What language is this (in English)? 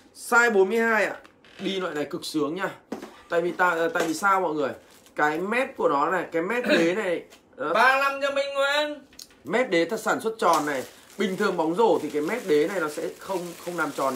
Vietnamese